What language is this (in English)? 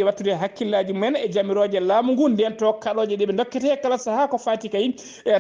Fula